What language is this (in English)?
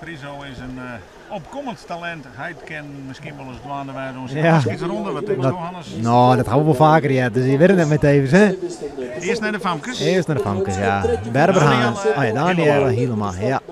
Western Frisian